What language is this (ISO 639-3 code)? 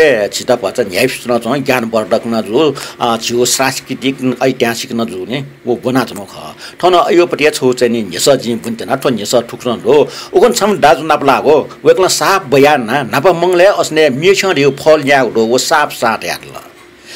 new